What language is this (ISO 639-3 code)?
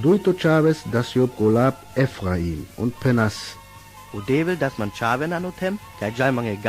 rmo